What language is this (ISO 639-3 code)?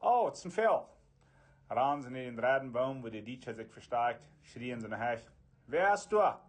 pdt